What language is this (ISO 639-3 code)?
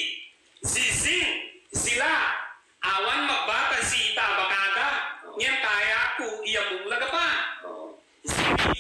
ibg